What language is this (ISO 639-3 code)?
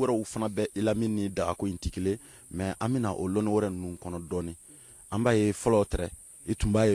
bam